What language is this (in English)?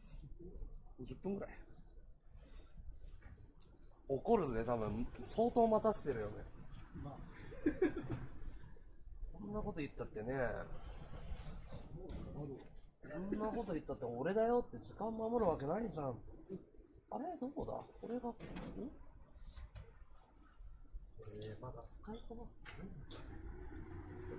Japanese